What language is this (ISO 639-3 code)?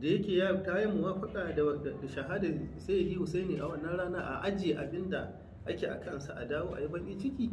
hau